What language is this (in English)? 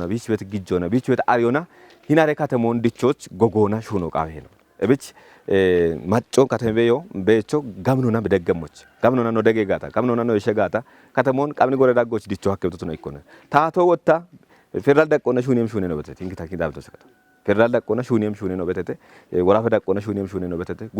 Kafa